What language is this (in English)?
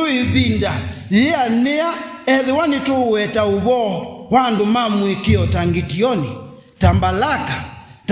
Kamba